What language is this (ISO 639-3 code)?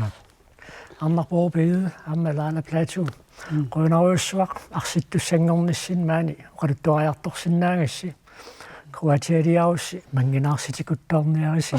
kal